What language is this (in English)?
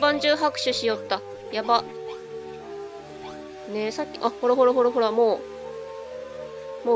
Japanese